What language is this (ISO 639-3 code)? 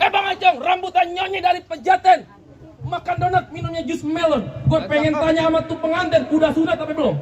bew